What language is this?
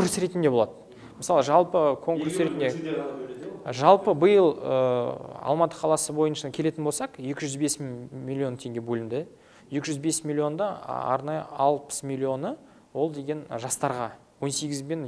Kazakh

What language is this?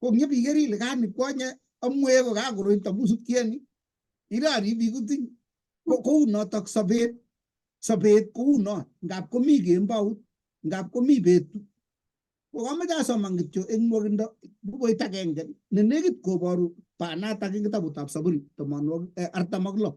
Kalenjin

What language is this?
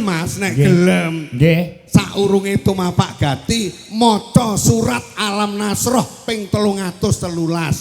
Javanese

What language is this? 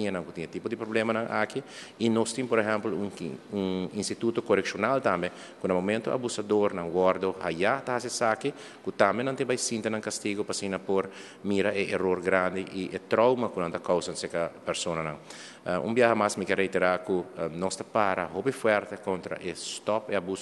Papiamento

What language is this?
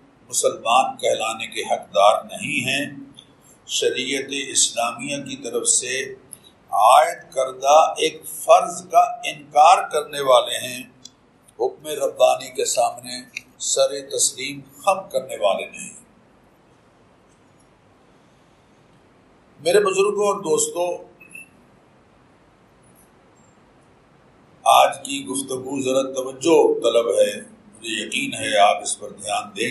Urdu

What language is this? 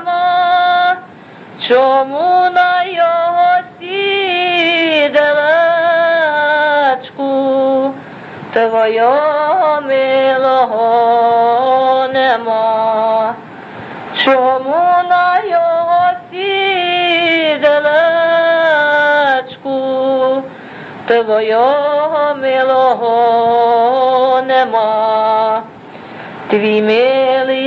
Ukrainian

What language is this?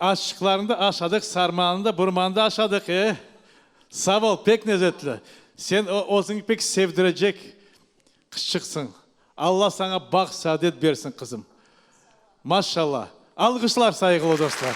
Crimean Tatar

